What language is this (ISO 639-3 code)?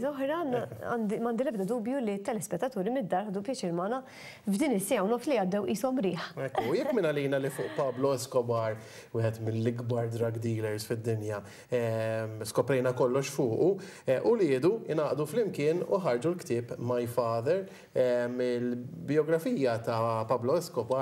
mlt